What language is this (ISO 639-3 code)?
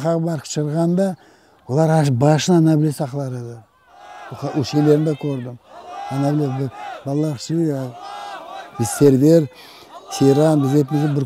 crh